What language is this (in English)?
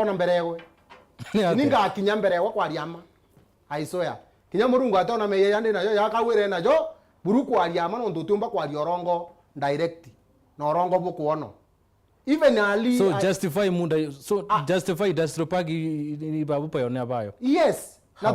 Meru